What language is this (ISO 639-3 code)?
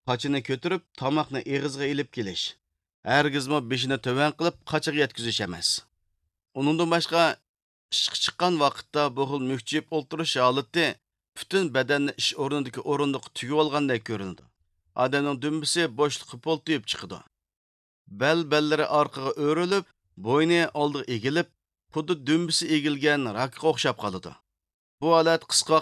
uig